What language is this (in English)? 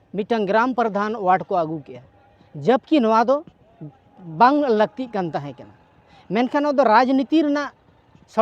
Santali